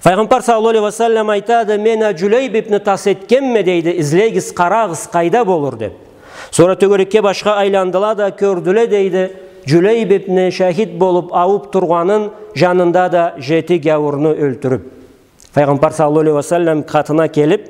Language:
Karachay-Balkar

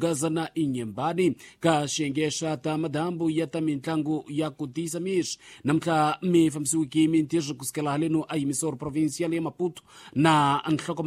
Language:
Tsonga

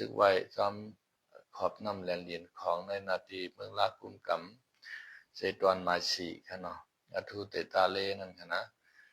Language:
Shan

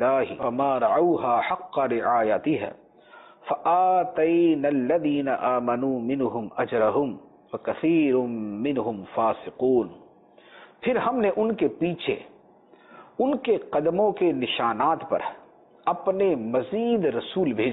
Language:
Urdu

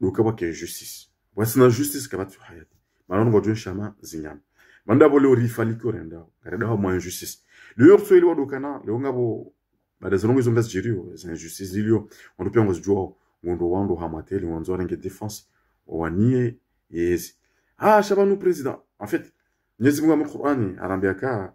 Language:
Ngazidja Comorian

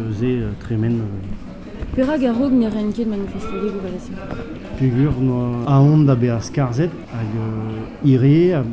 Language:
Breton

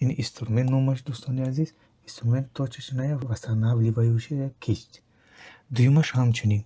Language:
Tajik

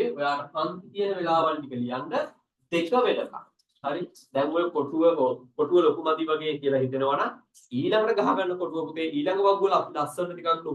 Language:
Sinhala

